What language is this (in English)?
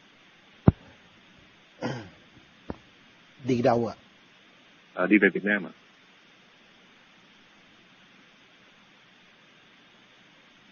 Vietnamese